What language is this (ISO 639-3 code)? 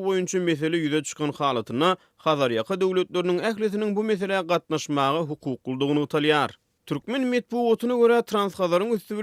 tuk